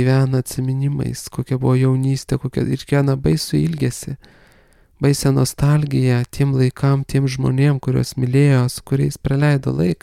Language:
Lithuanian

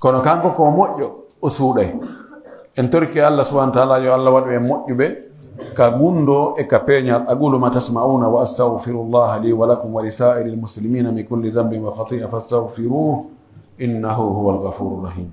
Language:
Pular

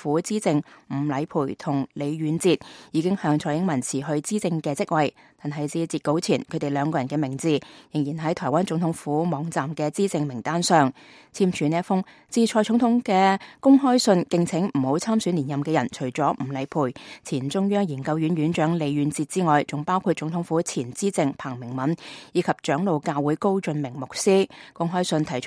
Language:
Cantonese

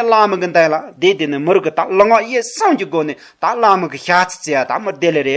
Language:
Tibetan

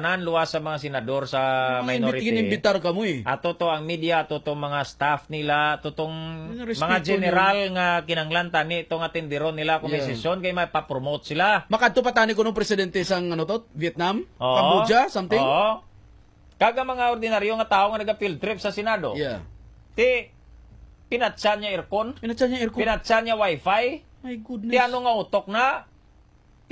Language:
Hiligaynon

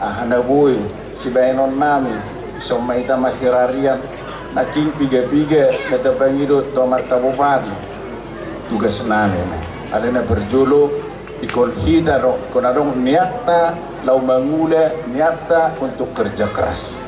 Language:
Batak Toba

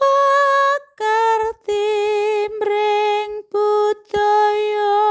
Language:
Javanese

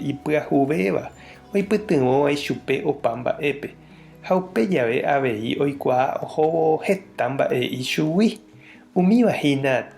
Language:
Guarani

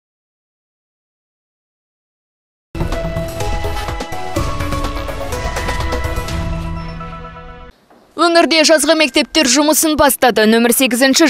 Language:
Kazakh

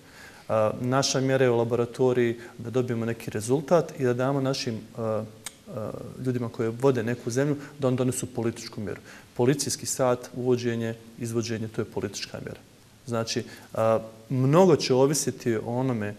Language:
Bosnian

